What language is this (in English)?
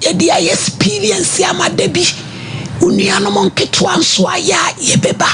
Akan